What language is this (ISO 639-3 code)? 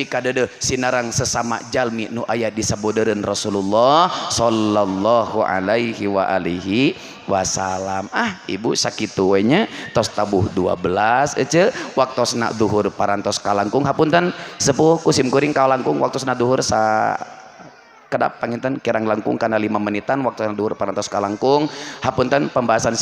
sun